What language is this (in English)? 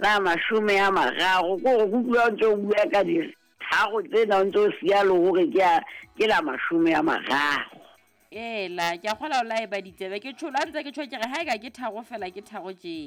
Southern Sotho